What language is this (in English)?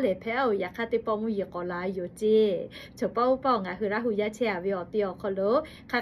Lahu